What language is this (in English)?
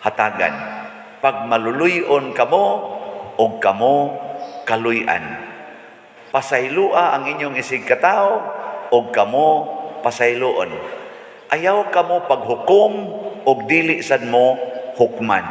Cebuano